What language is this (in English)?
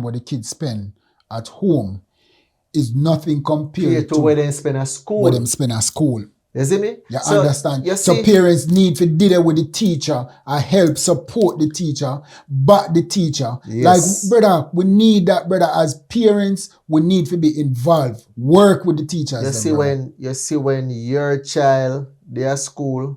Jamaican Creole English